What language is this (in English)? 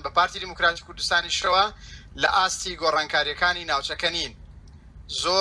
Central Kurdish